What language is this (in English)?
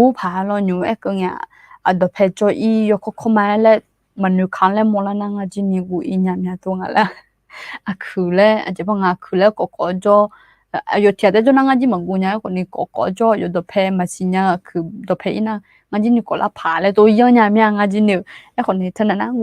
Akha